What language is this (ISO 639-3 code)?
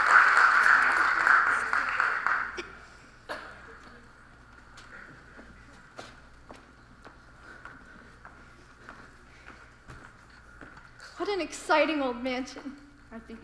eng